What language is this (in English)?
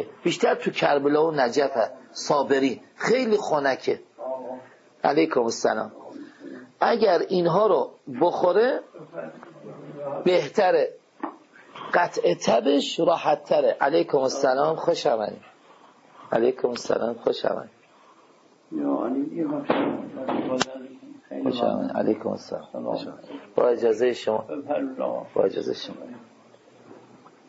Persian